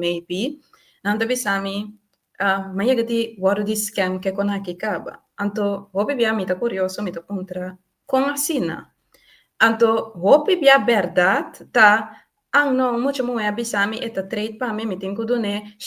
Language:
Papiamento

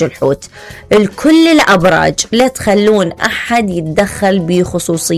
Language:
Mesopotamian Arabic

